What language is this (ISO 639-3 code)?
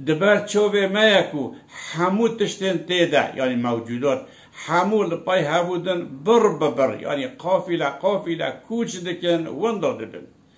kur